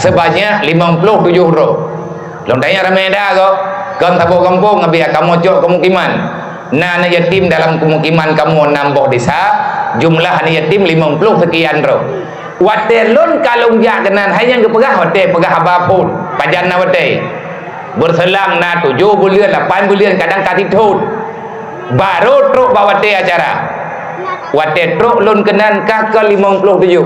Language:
Achinese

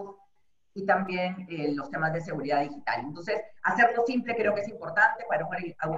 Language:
Spanish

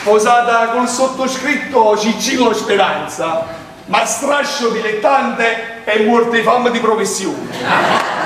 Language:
Neapolitan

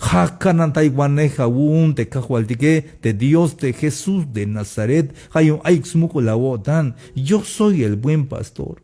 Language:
Tzeltal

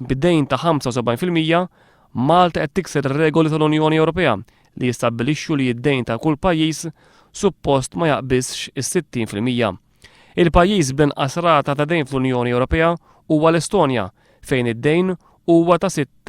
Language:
Maltese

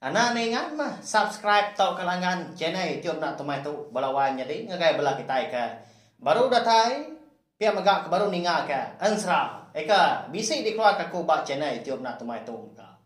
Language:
Iban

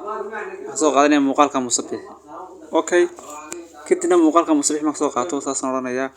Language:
Somali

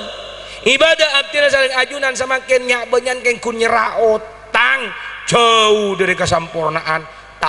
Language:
Madurese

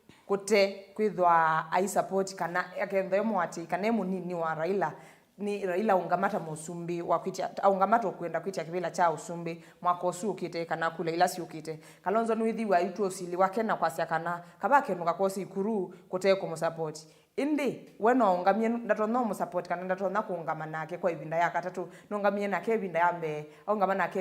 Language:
Kamba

